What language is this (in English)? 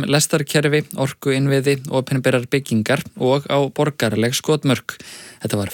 Icelandic